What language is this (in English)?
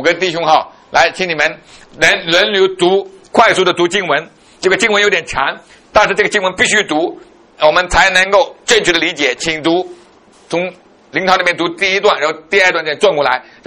Chinese